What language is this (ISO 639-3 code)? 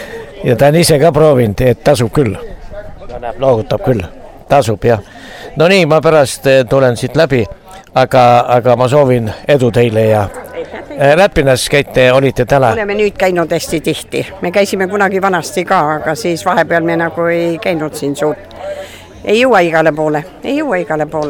est